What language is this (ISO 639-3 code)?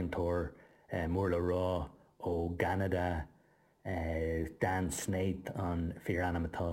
gle